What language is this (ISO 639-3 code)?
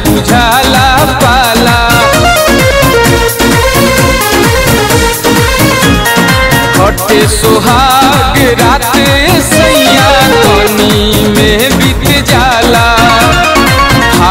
bho